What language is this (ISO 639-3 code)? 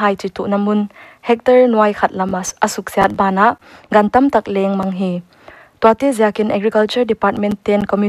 pck